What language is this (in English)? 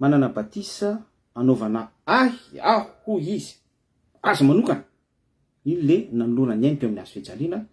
Malagasy